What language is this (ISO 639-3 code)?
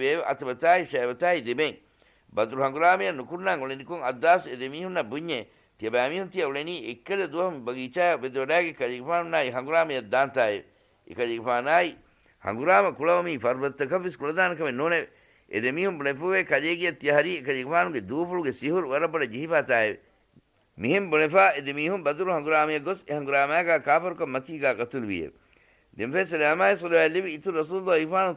div